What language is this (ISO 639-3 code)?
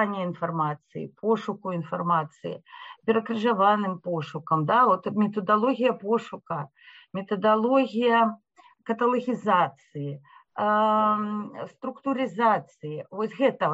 bel